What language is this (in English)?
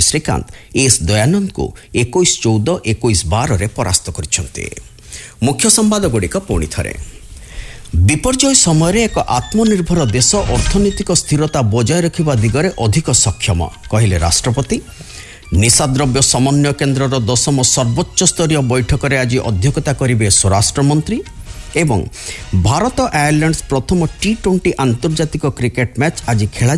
Odia